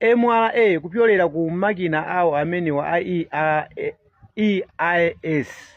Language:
Nyanja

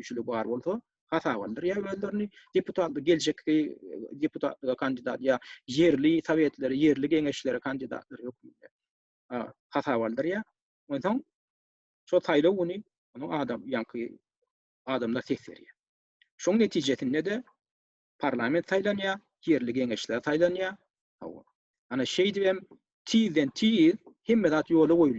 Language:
Turkmen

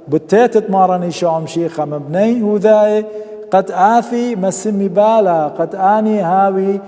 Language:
Assyrian Neo-Aramaic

